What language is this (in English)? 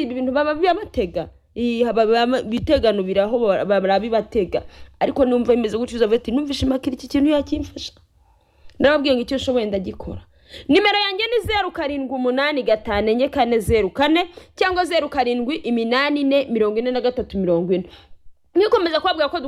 Kinyarwanda